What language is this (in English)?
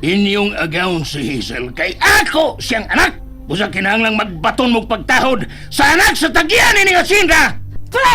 Cebuano